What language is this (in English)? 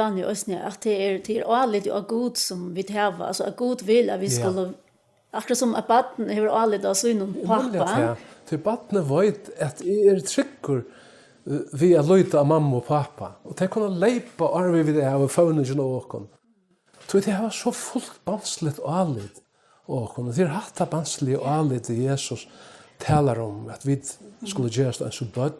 Faroese